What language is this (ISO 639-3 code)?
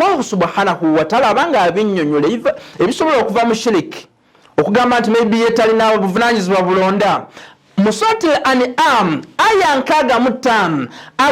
lug